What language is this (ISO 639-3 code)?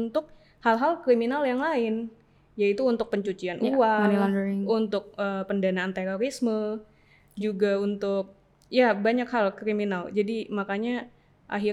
ind